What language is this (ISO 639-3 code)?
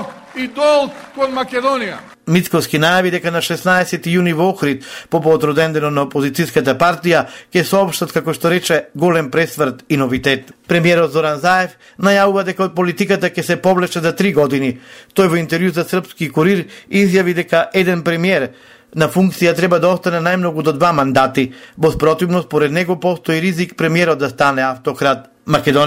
mkd